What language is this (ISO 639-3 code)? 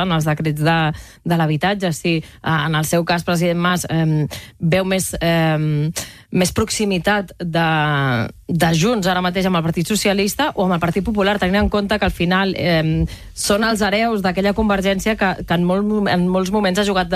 cat